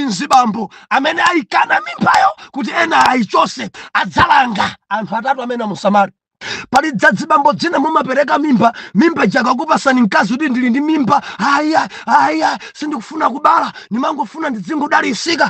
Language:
Nyanja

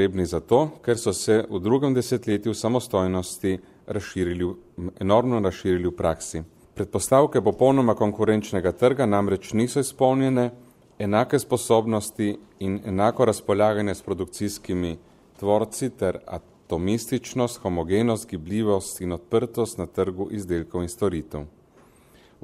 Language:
Slovenian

